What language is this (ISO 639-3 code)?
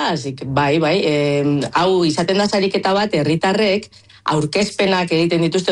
eus